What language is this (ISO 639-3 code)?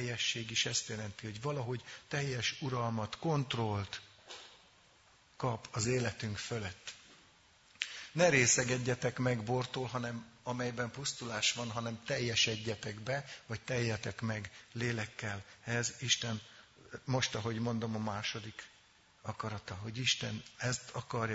hun